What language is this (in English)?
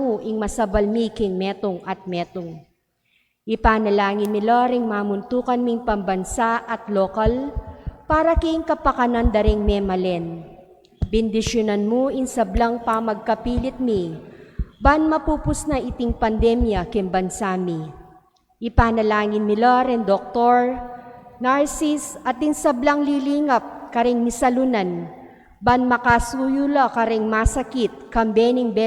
Pampanga